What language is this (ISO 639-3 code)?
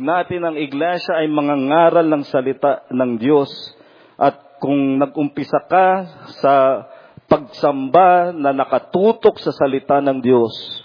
fil